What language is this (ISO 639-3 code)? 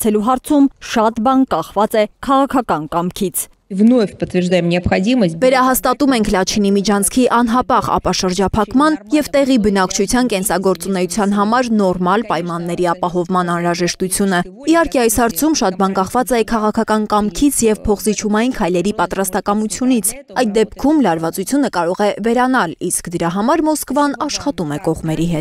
hye